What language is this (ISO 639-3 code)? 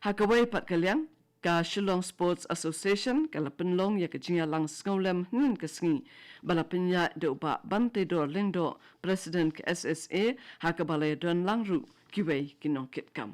kha